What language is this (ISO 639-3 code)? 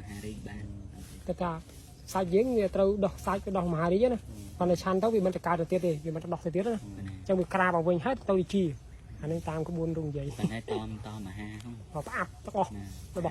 khm